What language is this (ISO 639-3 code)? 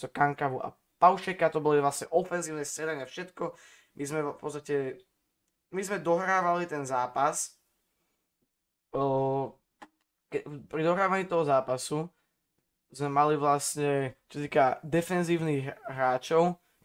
slk